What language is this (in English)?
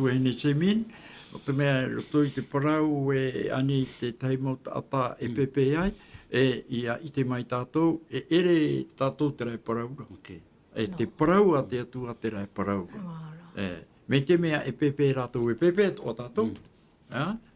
Tahitian